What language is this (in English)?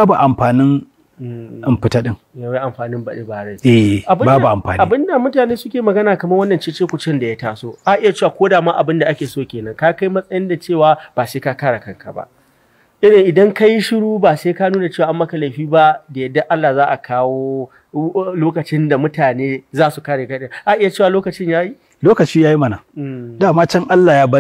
Hausa